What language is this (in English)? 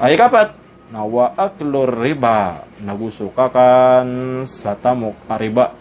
Maranao